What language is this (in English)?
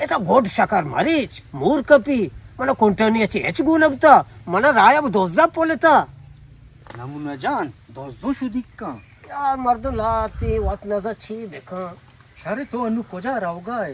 Eastern Balochi